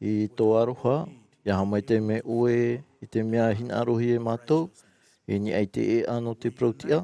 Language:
Tahitian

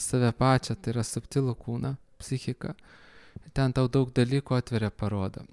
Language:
Lithuanian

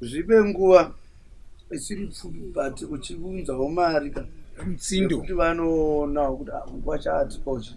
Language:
Shona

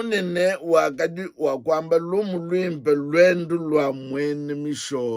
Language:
Luba-Lulua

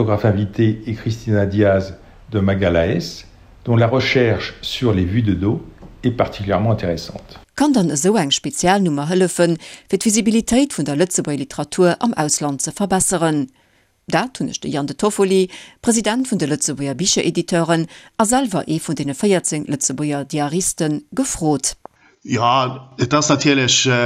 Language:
Luxembourgish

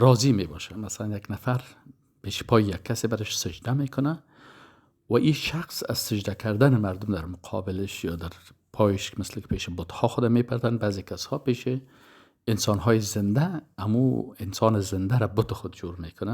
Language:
Persian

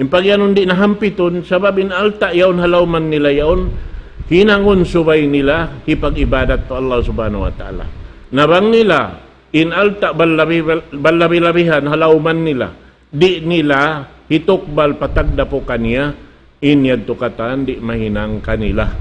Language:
Tausug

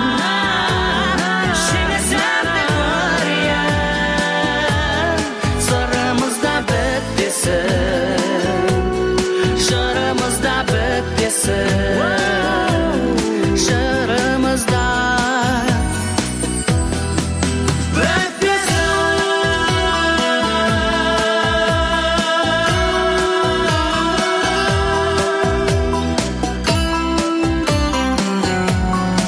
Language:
Kazakh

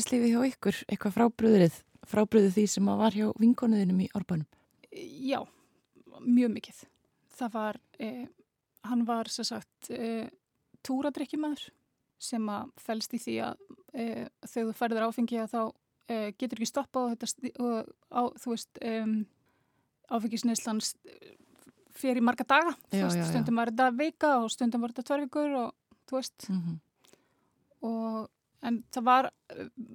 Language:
Icelandic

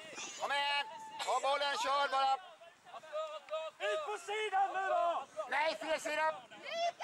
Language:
Swedish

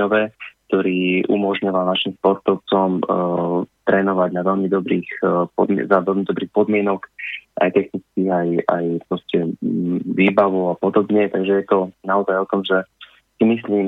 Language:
Slovak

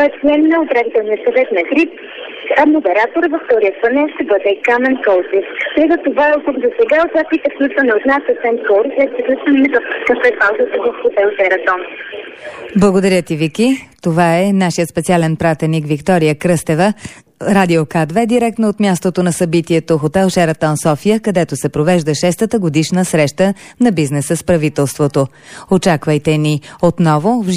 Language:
Bulgarian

